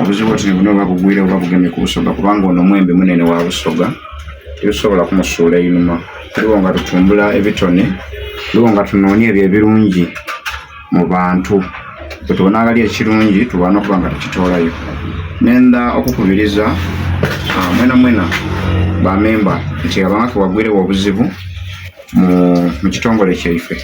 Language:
Soga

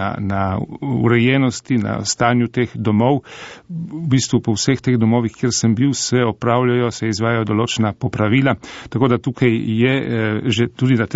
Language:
Slovenian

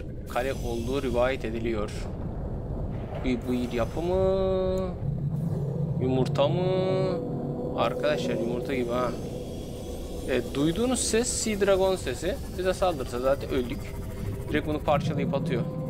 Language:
Turkish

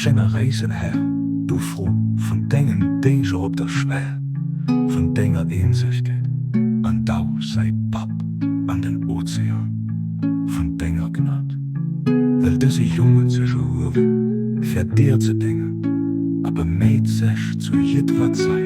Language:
Luxembourgish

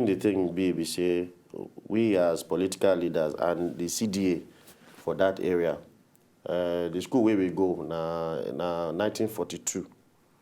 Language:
Nigerian Pidgin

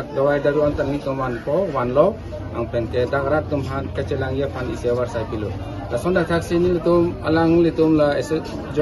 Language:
Karbi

